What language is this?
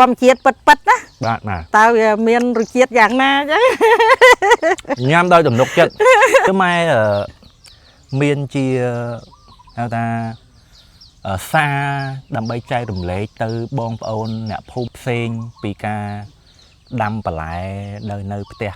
Khmer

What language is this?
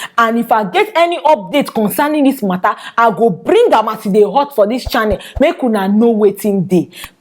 Nigerian Pidgin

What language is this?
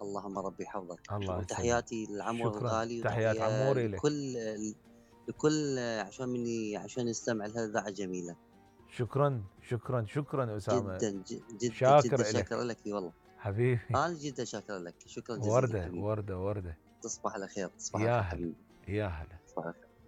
Mesopotamian Arabic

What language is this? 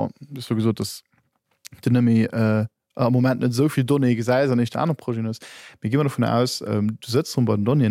Luxembourgish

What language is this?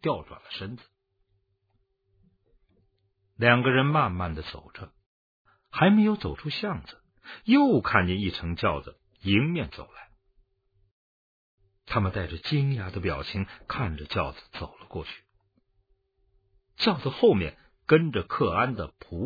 Chinese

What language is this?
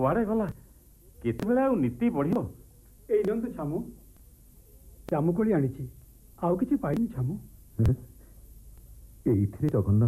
Odia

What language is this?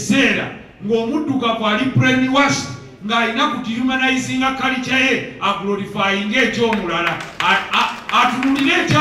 Ganda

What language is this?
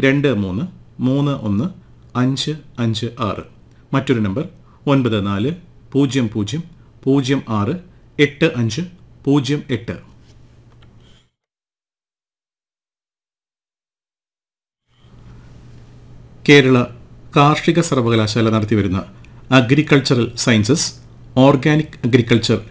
Malayalam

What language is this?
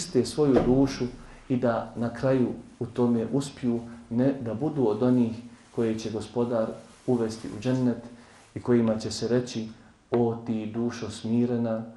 Bosnian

